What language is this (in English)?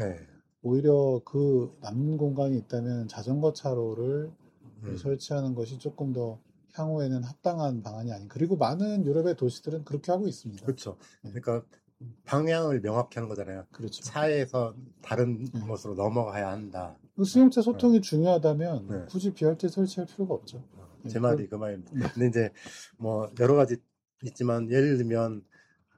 Korean